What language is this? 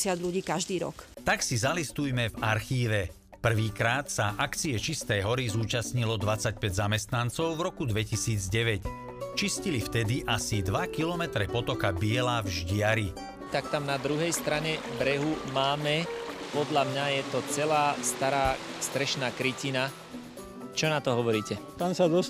Slovak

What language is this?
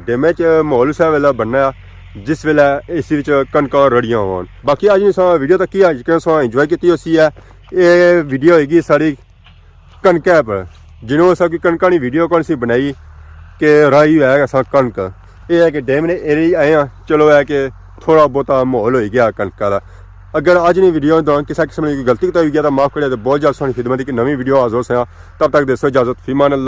Pahari-Potwari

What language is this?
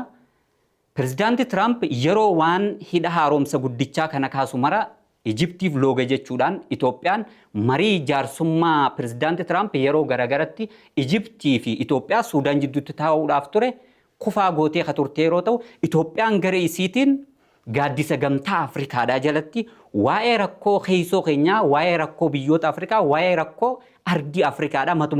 Oromo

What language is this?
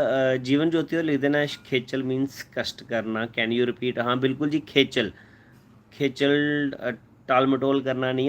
Dogri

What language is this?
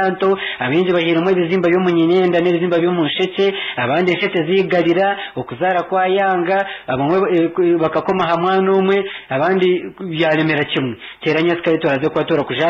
Nyankole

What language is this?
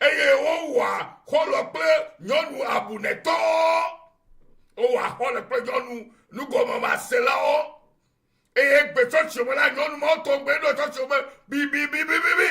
Ewe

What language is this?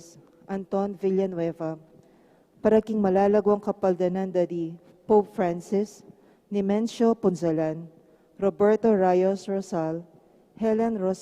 Pampanga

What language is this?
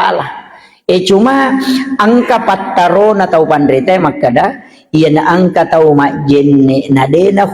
Buginese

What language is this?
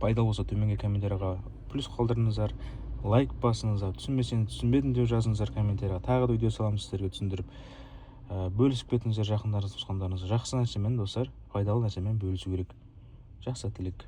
Kazakh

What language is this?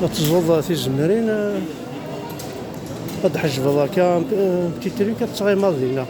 Kabyle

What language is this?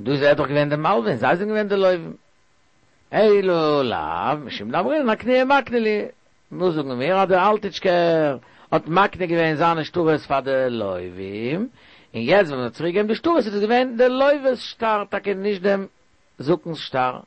Yiddish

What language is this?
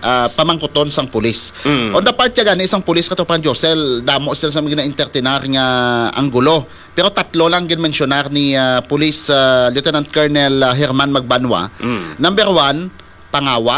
Hiligaynon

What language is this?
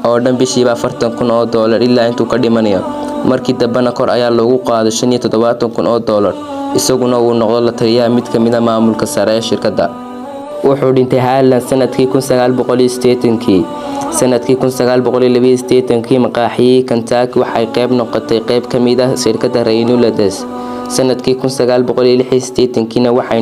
Somali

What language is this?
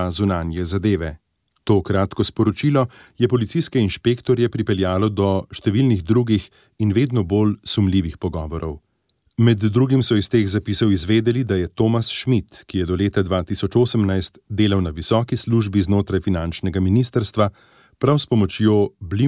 Slovenian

